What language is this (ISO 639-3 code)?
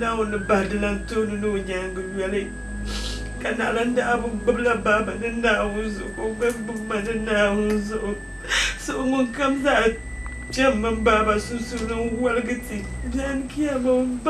dag